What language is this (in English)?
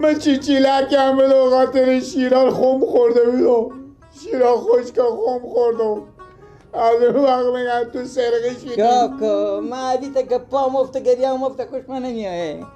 Persian